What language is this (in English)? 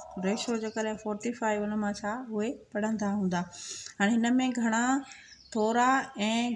Sindhi